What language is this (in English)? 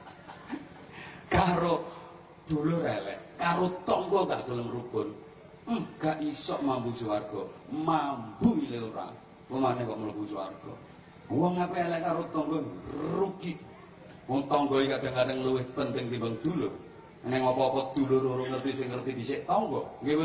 Javanese